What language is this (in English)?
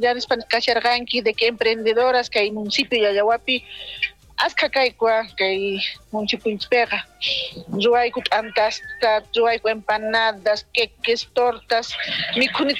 South Bolivian Quechua